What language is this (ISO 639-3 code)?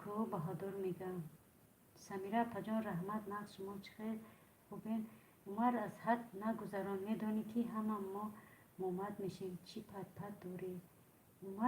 tgk